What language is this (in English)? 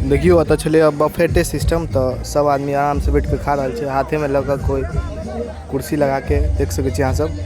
Maithili